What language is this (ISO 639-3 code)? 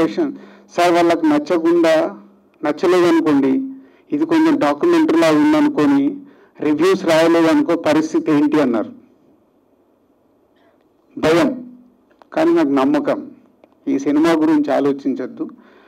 tel